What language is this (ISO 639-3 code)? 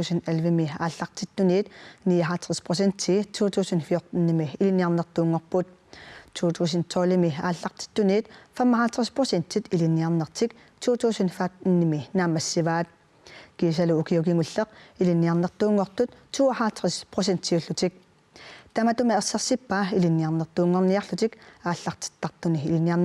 kal